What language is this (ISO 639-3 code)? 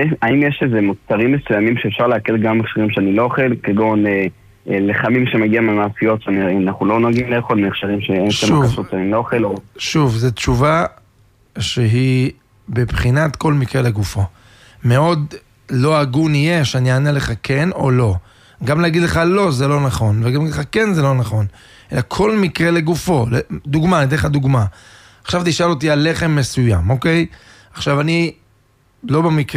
heb